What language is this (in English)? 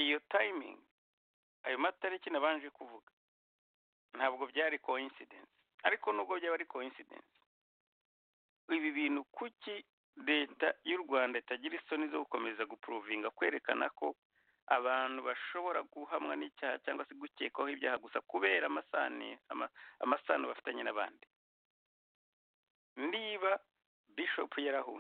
Kinyarwanda